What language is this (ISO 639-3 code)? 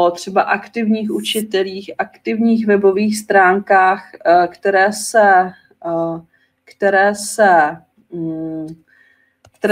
ces